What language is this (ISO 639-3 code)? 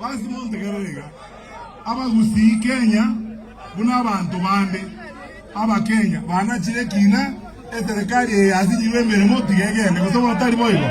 guz